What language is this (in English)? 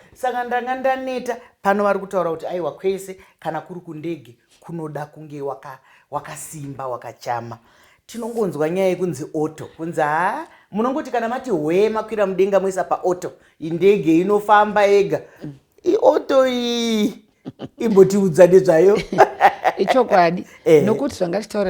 Shona